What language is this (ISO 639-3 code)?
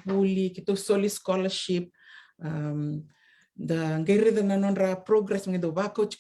fij